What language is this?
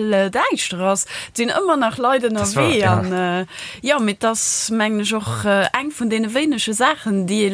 Luxembourgish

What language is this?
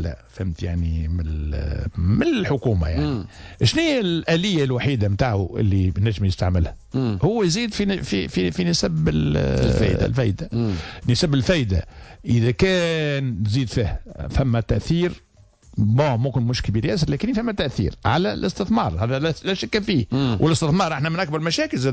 Tunisian Arabic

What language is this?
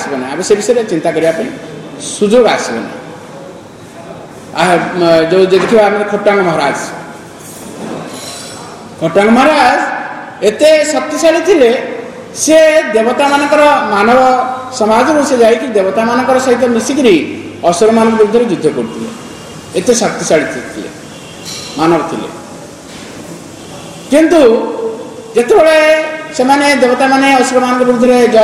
Odia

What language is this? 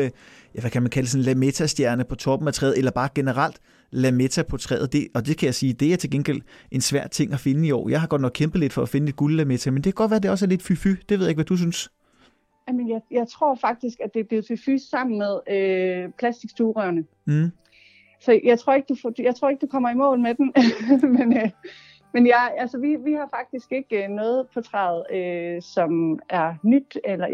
Danish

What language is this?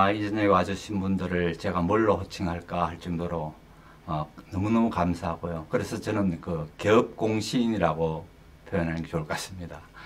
Korean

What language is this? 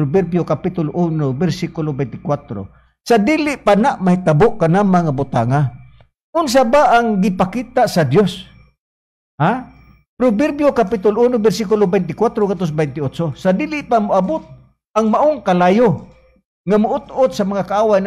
Cebuano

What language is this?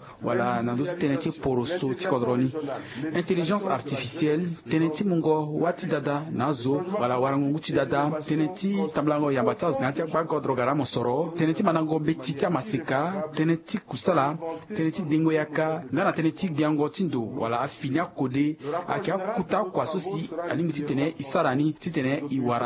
Sango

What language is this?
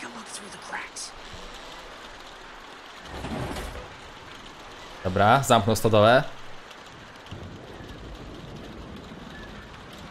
Polish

